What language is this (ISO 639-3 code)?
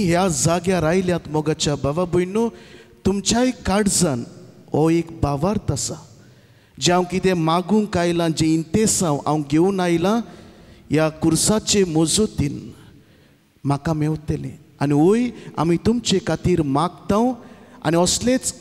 kok